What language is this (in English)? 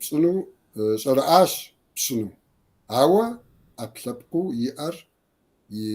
Kabardian